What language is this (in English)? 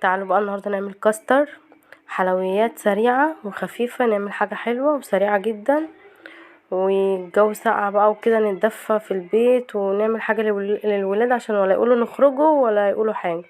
Egyptian Arabic